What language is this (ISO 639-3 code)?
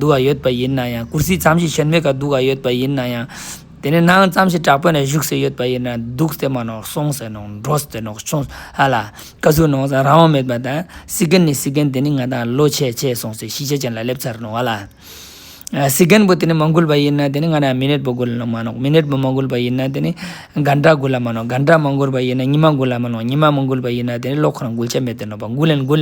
lbj